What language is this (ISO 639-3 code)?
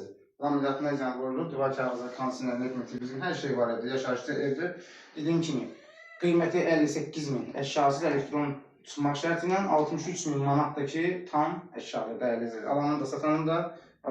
aze